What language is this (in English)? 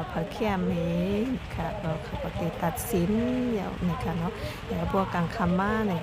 Shan